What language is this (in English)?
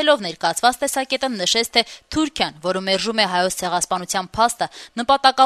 Armenian